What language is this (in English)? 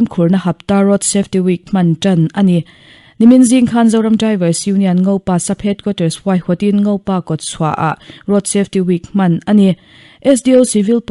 Mizo